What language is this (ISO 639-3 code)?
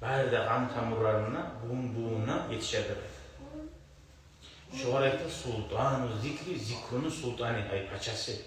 kum